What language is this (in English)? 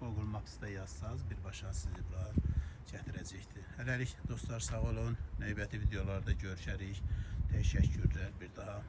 Azerbaijani